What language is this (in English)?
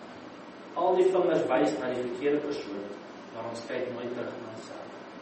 Afrikaans